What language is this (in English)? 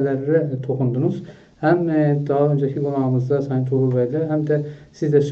South Azerbaijani